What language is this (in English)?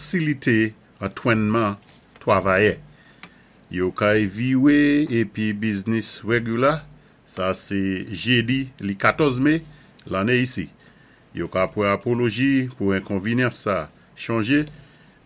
Saint Lucian Creole French